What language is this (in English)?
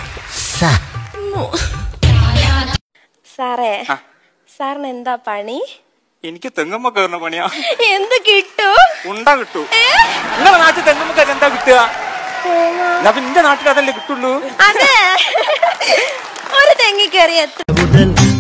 Malayalam